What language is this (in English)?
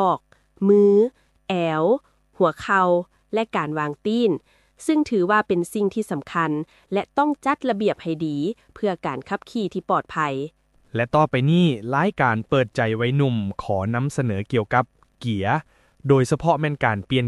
Lao